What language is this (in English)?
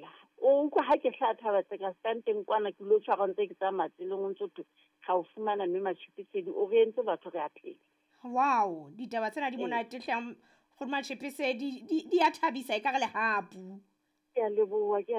Southern Sotho